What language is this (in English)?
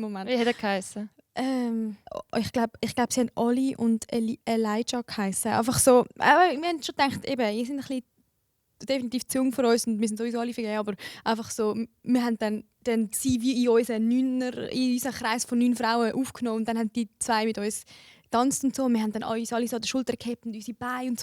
Swiss German